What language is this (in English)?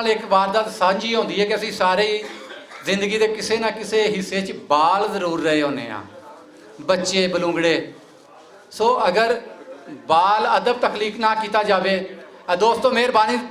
Western Panjabi